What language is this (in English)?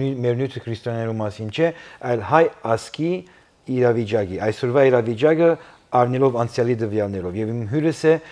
Armenian